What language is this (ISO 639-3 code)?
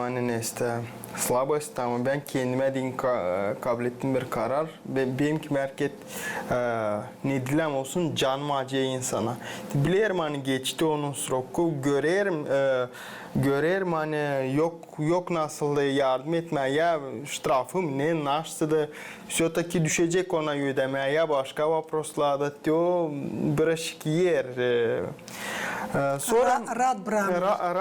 gag